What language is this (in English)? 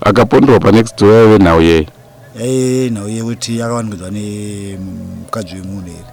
Shona